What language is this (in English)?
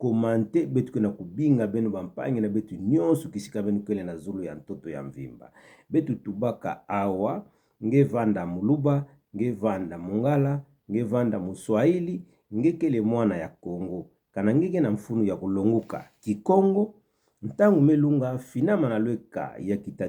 Kituba (Democratic Republic of Congo)